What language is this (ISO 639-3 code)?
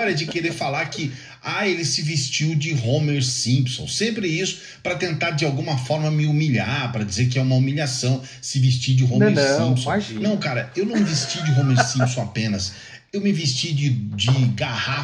por